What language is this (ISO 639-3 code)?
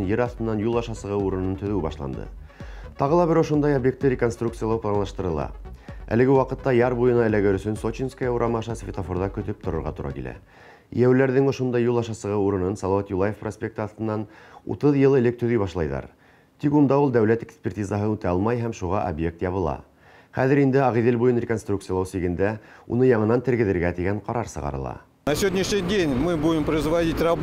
bak